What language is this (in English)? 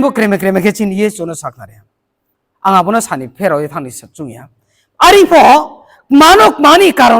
Riang (India)